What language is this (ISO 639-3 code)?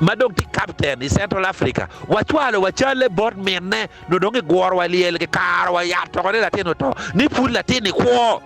ach